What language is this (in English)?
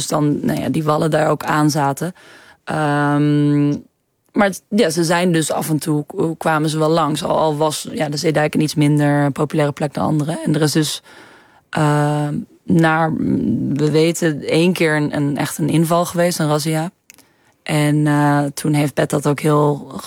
Dutch